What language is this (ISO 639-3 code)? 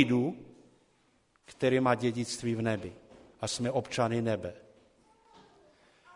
ces